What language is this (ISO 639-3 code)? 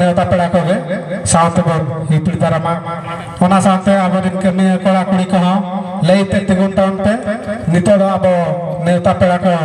sat